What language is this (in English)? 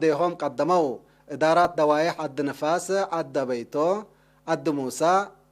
Tigre